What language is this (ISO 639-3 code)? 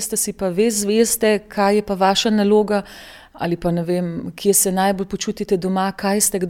slv